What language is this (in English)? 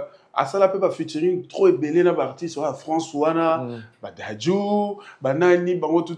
Lingala